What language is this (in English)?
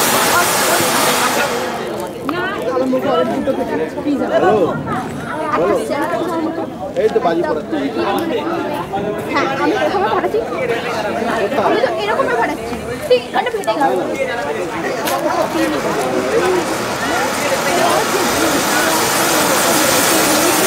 Bangla